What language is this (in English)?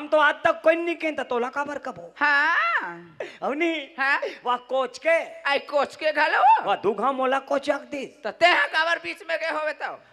Chhattisgarhi